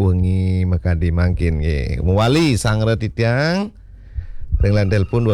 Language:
Balinese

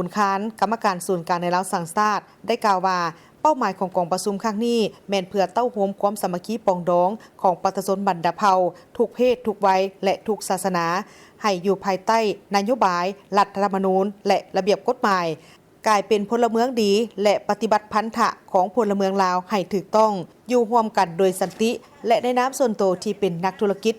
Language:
Lao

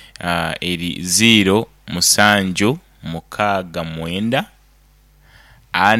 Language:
Nyoro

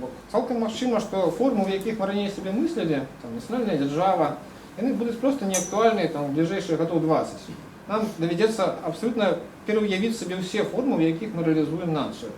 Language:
Belarusian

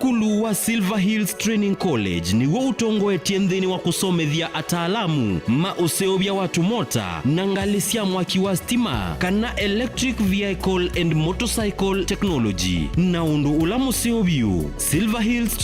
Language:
Kamba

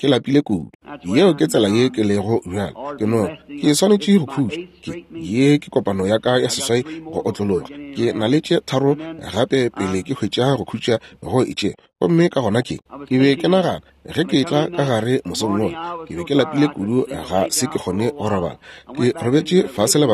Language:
Northern Sotho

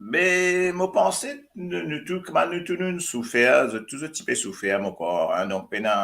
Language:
Morisyen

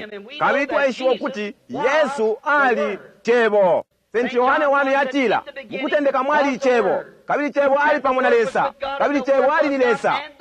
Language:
Bemba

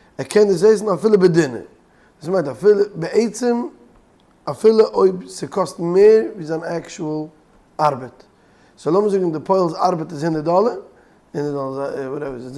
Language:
Yiddish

